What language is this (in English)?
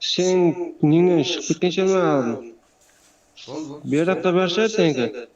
Kara-Kalpak